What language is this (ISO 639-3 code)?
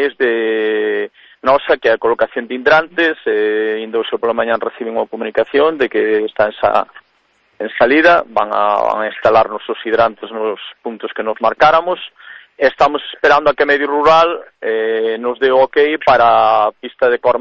glg